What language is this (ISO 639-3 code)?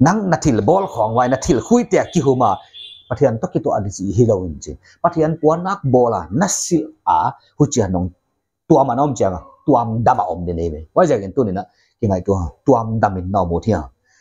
pck